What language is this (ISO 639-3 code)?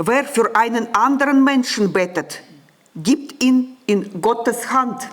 gsw